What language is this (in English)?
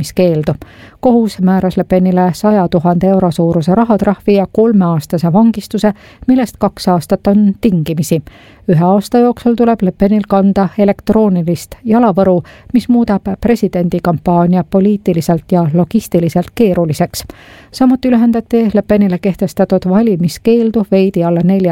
Estonian